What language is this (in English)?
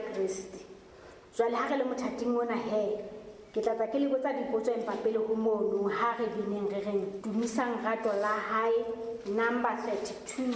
Southern Sotho